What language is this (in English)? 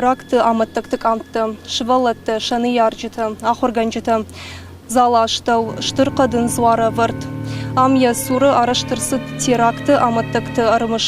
Ossetic